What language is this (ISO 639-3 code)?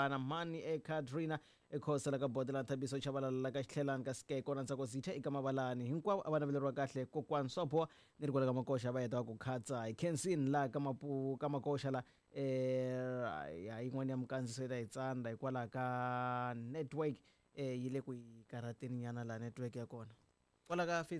tso